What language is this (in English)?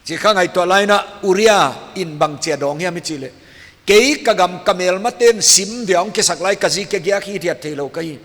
Paite Chin